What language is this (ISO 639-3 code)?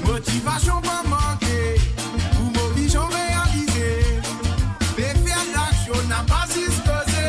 mfe